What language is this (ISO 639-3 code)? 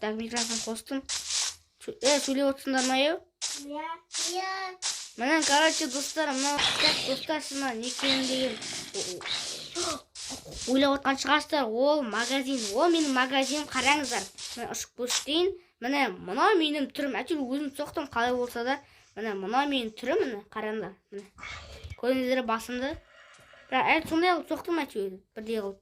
kaz